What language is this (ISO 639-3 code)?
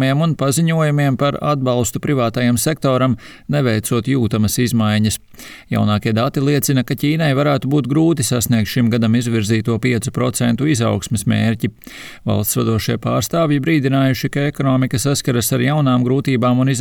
lav